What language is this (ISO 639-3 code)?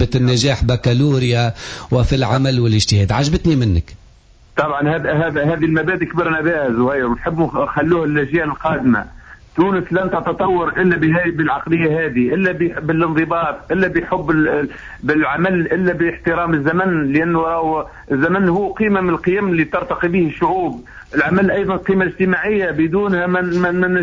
aeb